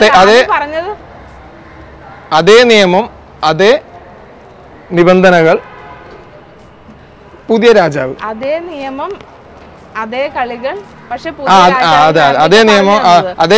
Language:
Malayalam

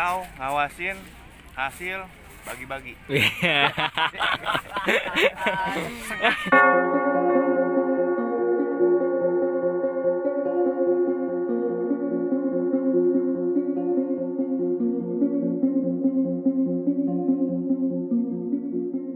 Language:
Indonesian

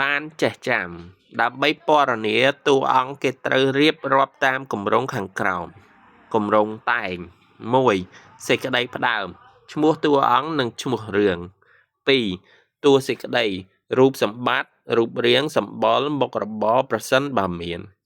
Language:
Khmer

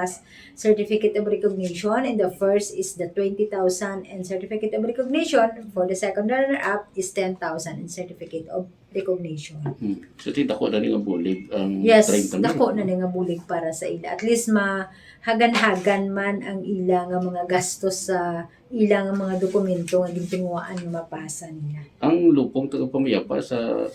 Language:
Hiligaynon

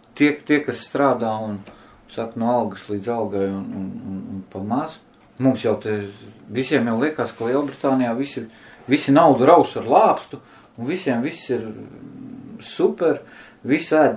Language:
Latvian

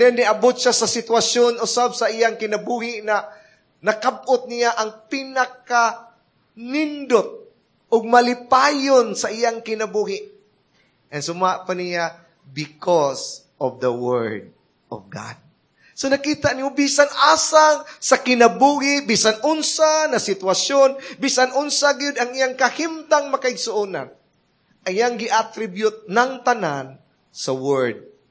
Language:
Cebuano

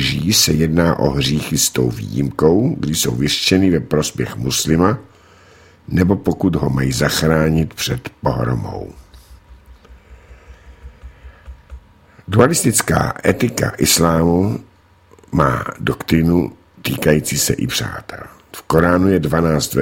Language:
Czech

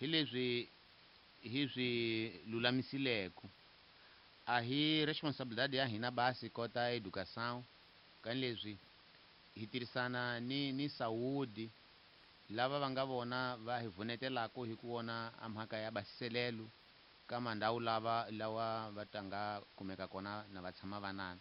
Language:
Tsonga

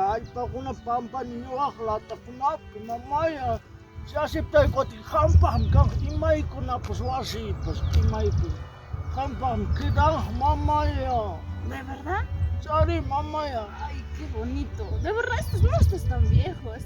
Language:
Ayacucho Quechua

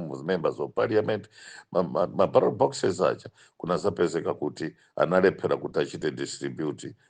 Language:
Nyanja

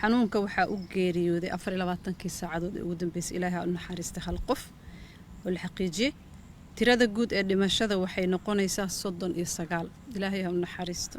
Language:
Somali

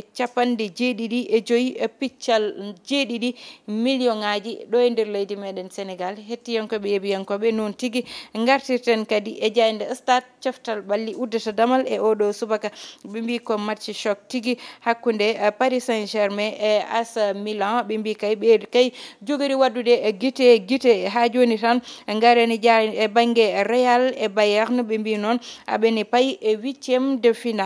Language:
Fula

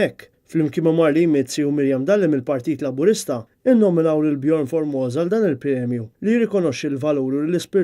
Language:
Maltese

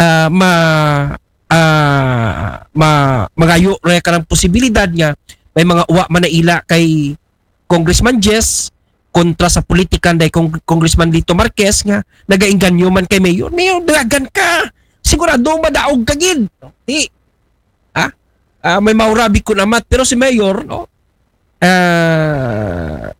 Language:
Aklanon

